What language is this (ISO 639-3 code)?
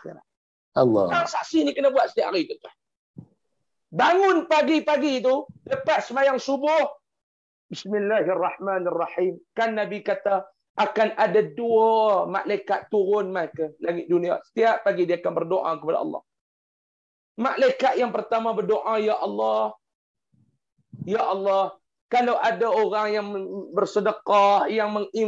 msa